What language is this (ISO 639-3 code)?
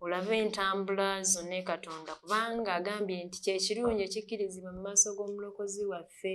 lug